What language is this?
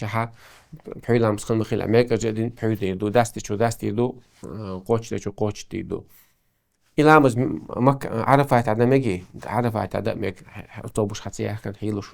Chechen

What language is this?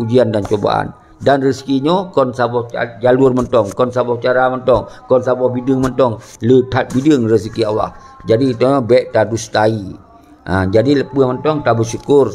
Achinese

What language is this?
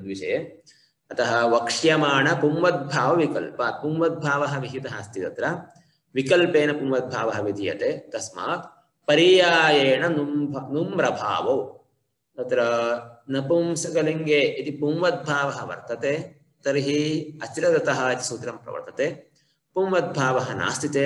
Sanskrit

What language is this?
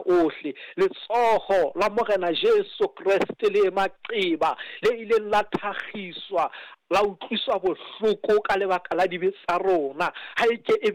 Southern Sotho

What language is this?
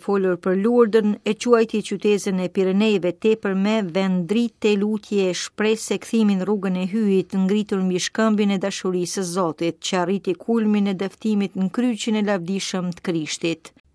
Albanian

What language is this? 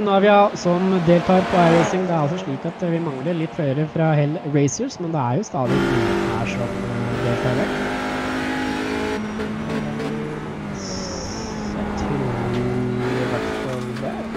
Norwegian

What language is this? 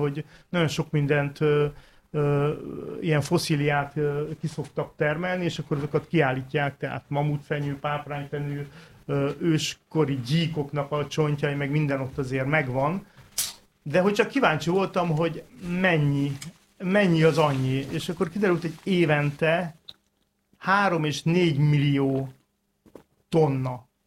Hungarian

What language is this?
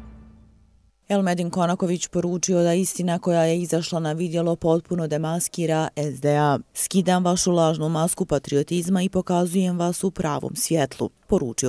Bosnian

